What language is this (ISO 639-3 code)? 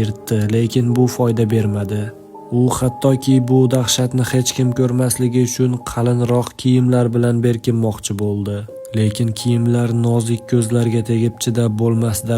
uzb